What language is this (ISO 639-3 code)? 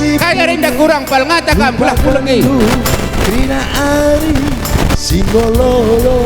btx